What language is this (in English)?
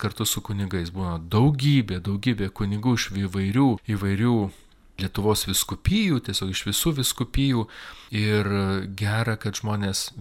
Lithuanian